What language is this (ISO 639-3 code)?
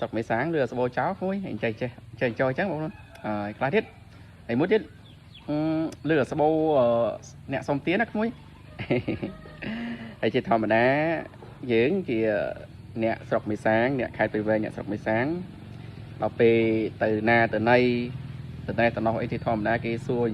khm